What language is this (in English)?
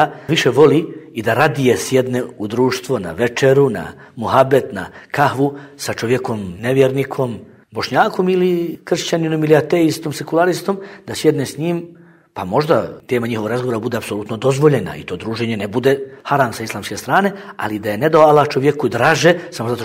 Bosnian